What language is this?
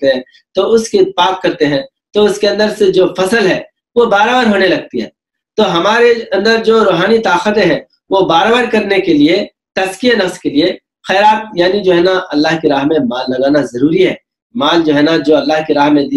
Urdu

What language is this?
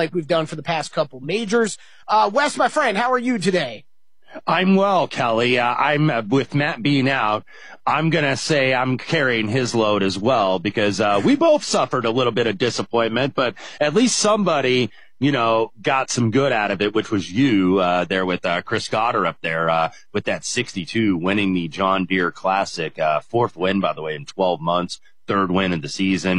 English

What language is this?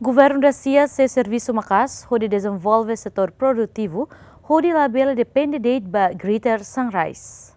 Tetum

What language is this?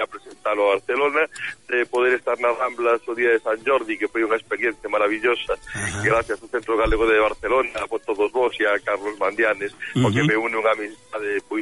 Galician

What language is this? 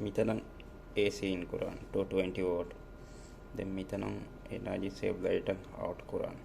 Divehi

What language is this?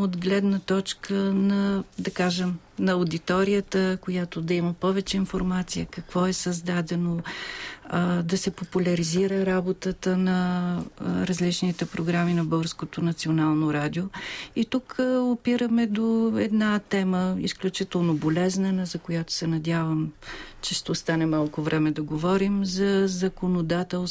Bulgarian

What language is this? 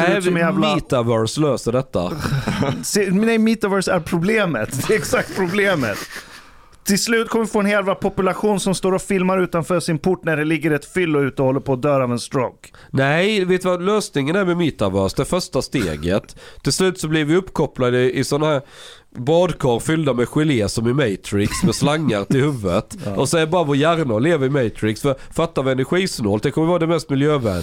Swedish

